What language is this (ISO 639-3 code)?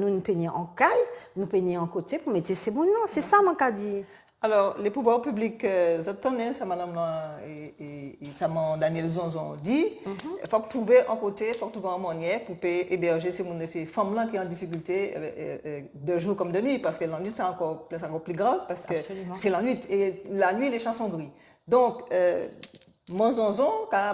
gcf